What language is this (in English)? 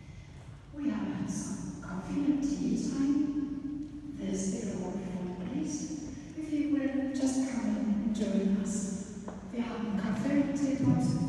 Finnish